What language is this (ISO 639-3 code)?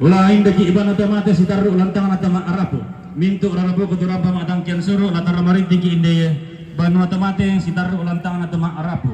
sda